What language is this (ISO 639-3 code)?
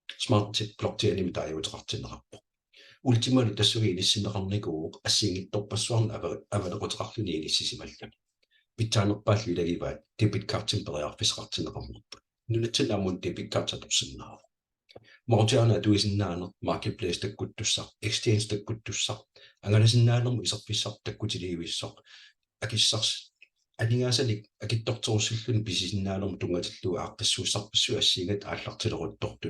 kal